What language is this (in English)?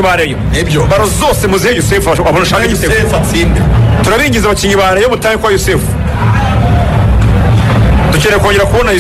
Kinyarwanda